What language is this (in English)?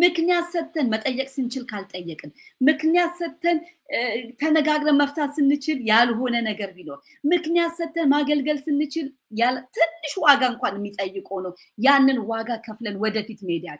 Amharic